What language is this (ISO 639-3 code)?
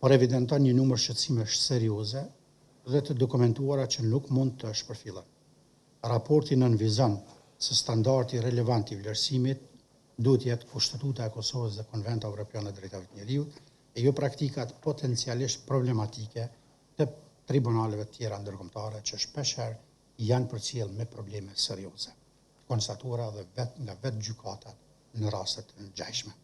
sqi